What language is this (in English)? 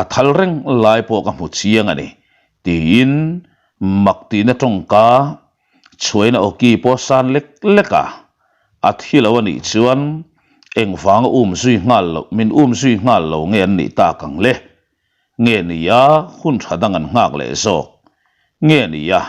Mizo